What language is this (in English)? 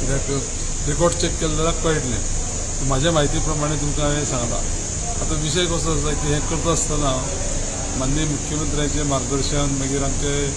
Konkani